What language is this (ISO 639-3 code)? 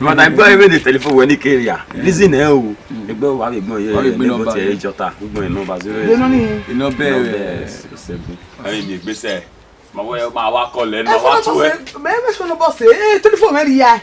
bin